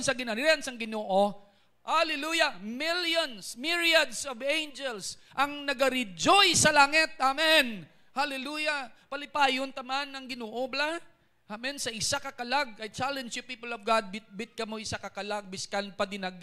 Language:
Hiligaynon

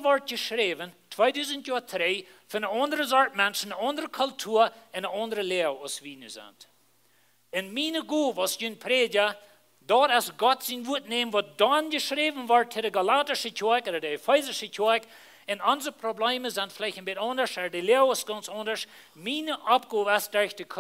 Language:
Plautdietsch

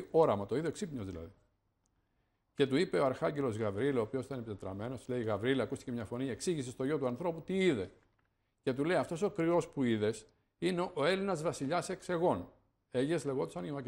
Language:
Greek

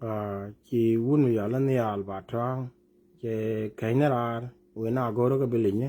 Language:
Nuer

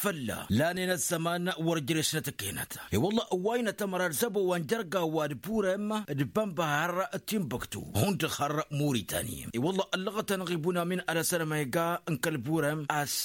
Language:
Tamasheq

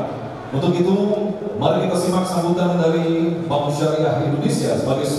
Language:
Indonesian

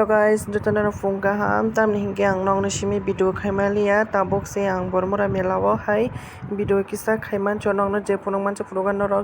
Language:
Kok Borok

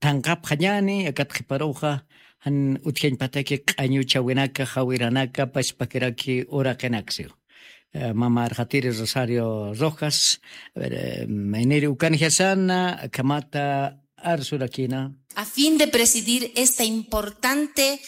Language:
Aymara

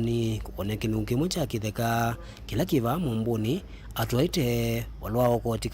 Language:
Kamba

